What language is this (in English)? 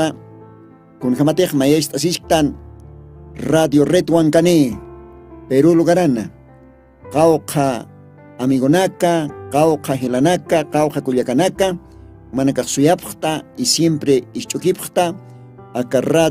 Aymara